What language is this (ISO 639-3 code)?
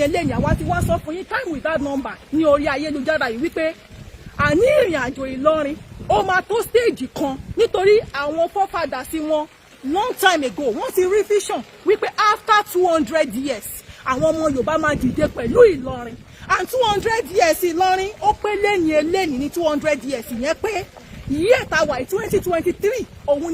yor